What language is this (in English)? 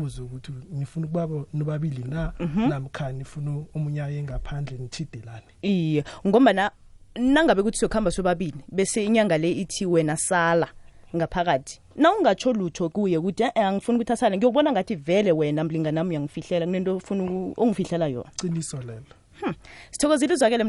South Ndebele